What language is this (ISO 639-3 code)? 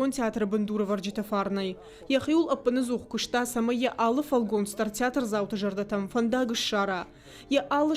oss